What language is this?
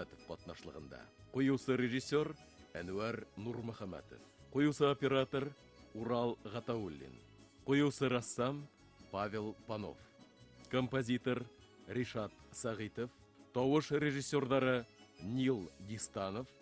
Bashkir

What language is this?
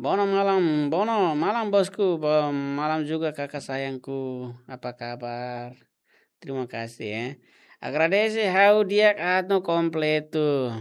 Tetum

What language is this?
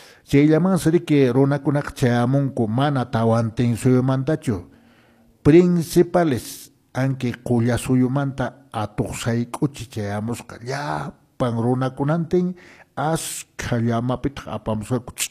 Quechua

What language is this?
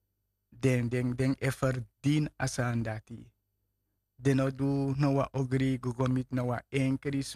Sranan Tongo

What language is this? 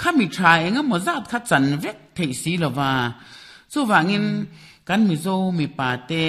Mizo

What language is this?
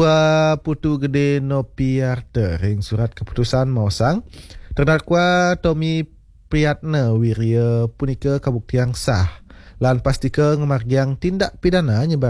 Balinese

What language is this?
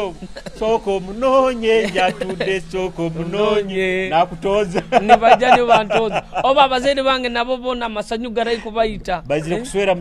Nyoro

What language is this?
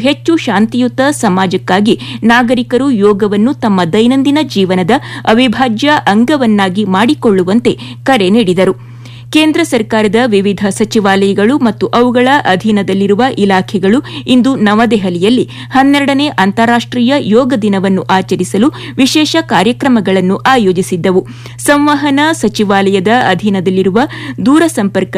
Kannada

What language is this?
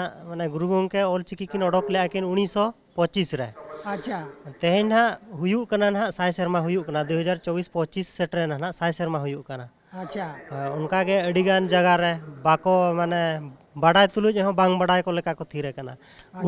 Santali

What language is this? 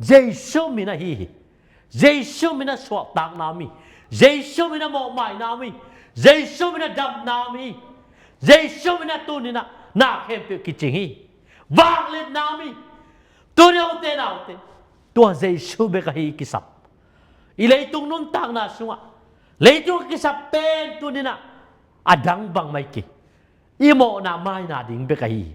Tedim Chin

